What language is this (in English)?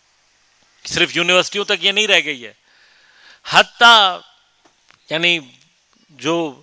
Urdu